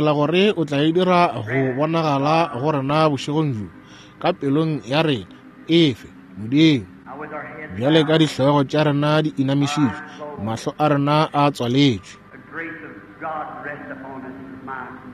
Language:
Northern Sotho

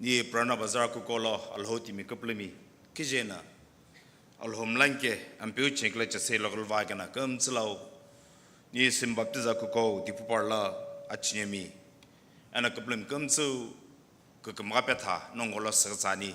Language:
Sumi Naga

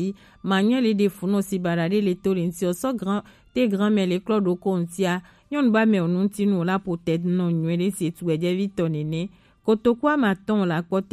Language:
Gen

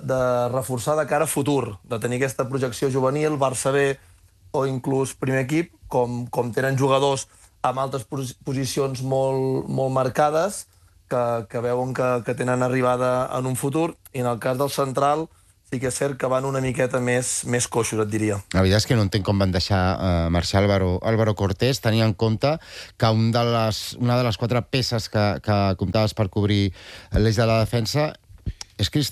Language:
Catalan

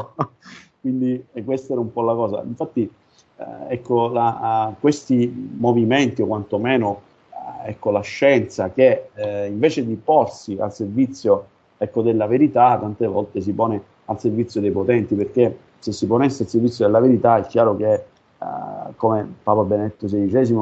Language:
Italian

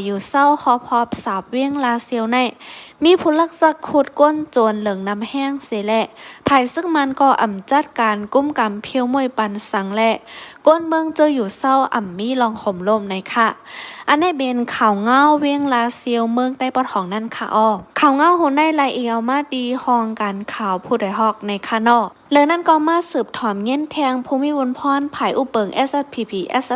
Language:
Shan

